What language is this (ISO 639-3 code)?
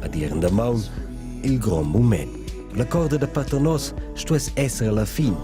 roh